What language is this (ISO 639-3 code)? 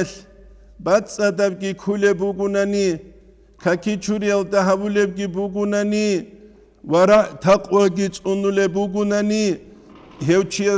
ava